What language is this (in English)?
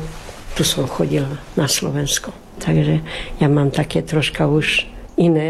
Slovak